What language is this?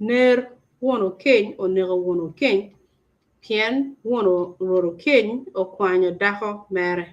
Acoli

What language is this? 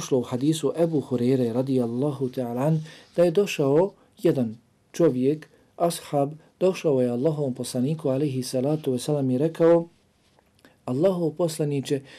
Bosnian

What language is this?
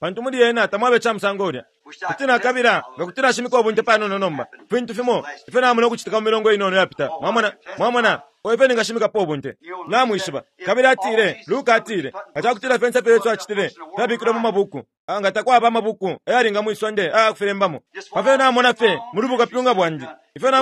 Bemba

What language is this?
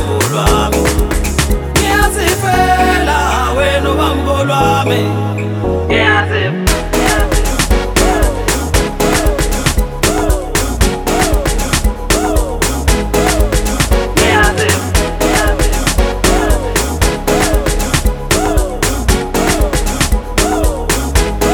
Swahili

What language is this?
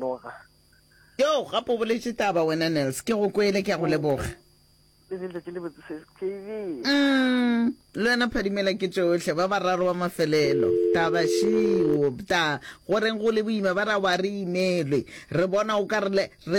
Northern Sotho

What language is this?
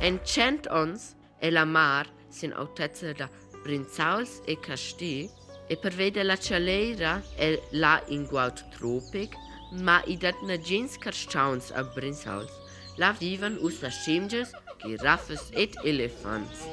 Romansh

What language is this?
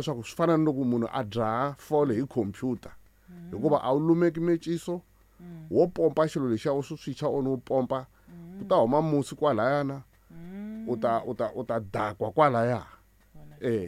Tsonga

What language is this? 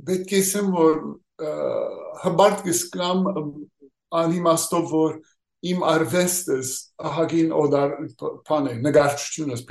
Western Armenian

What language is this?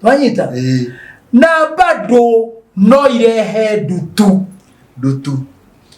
Kikuyu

